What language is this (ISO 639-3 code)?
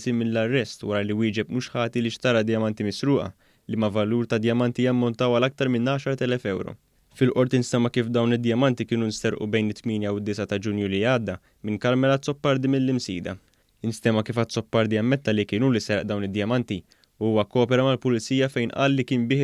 mlt